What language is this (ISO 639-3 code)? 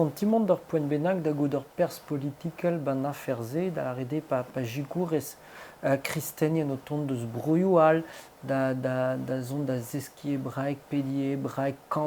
bre